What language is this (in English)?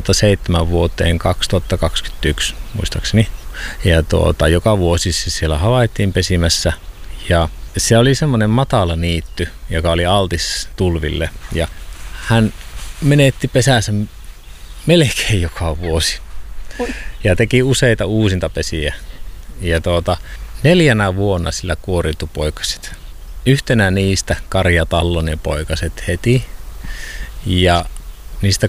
Finnish